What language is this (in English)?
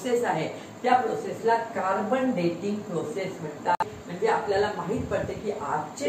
Marathi